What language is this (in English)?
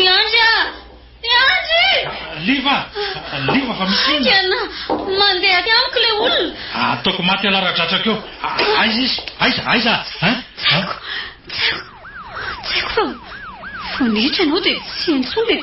Malagasy